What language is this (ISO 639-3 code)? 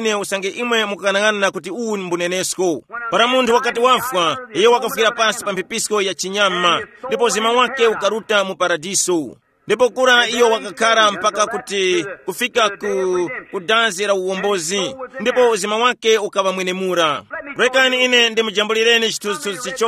tum